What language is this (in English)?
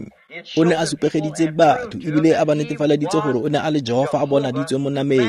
Tswana